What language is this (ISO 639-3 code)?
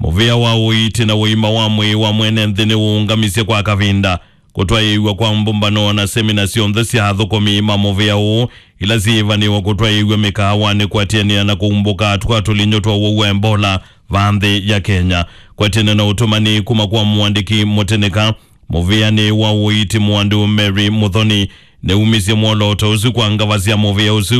kam